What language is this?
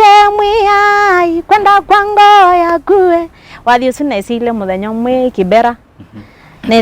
Kamba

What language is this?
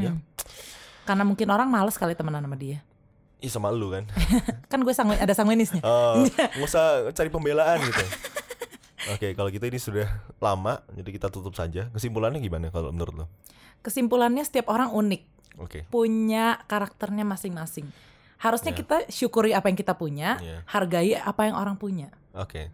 Indonesian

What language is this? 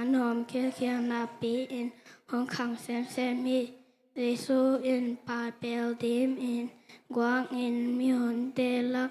Tedim Chin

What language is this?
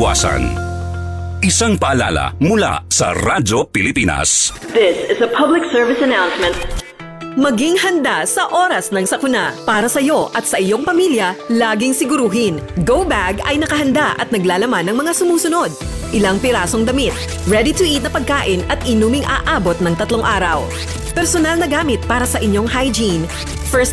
Filipino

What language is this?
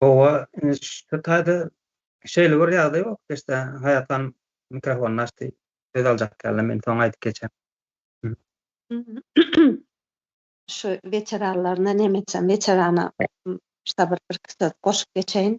Turkmen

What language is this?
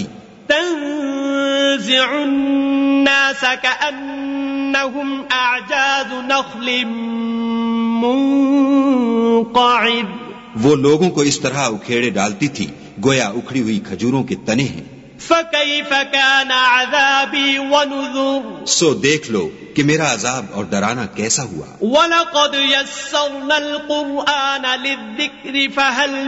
Urdu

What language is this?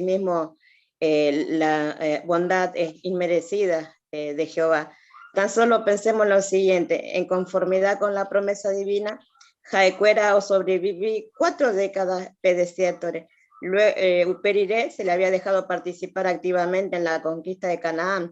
Guarani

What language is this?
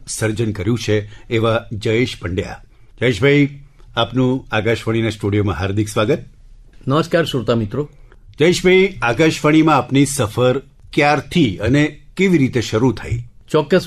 Gujarati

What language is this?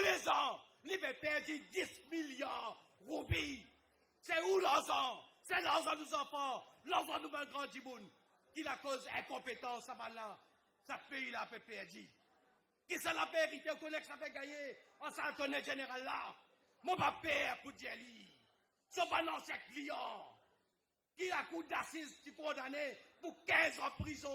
Morisyen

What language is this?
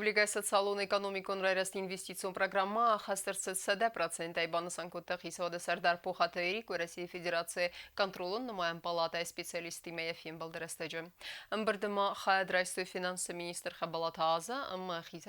Ossetic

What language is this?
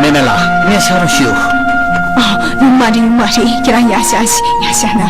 Tibetan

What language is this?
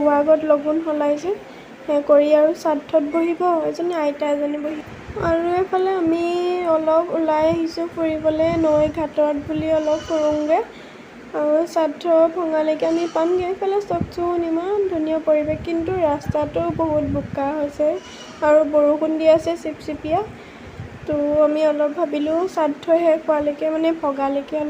Assamese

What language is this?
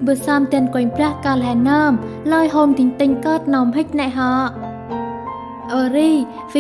Central Mnong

